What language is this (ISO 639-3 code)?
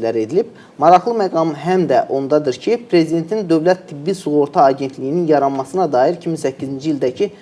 aze